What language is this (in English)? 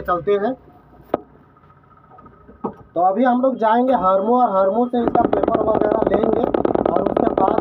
Hindi